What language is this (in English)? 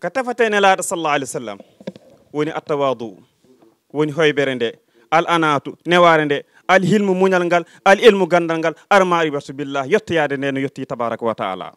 Fula